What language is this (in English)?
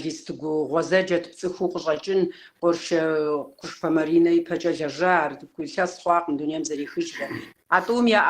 Kabardian